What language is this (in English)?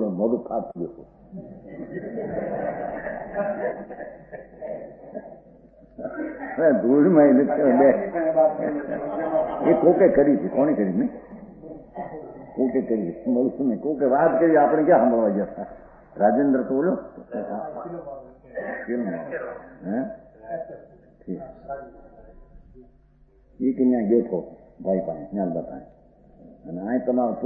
Gujarati